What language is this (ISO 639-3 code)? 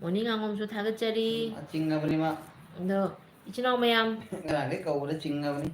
mni